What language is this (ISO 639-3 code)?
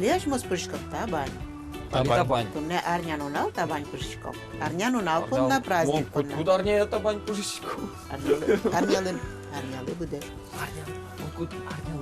udm